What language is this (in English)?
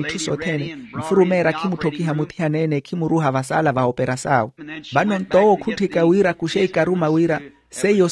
Makhuwa